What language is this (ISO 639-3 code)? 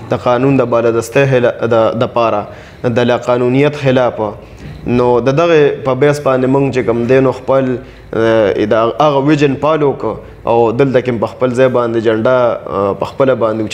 pus